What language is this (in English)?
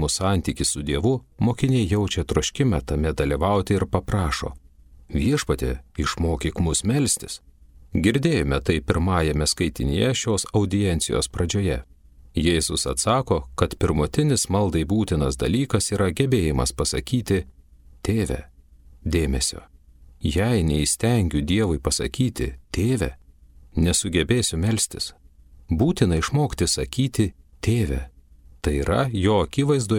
Lithuanian